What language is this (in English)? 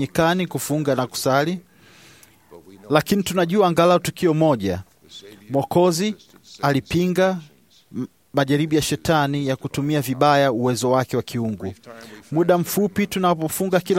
Swahili